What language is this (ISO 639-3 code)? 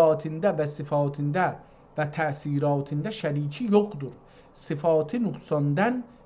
azb